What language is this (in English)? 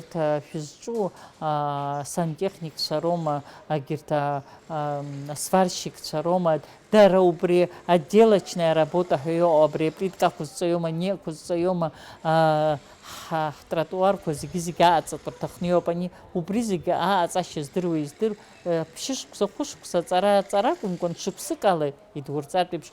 Abkhazian